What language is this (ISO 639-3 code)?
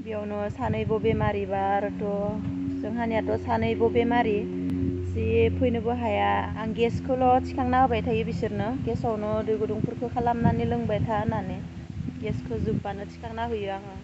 brx